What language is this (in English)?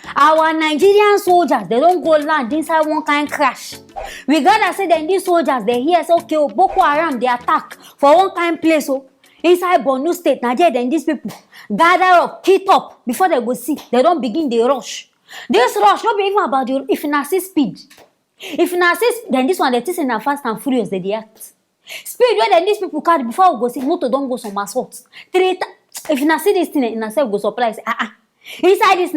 Nigerian Pidgin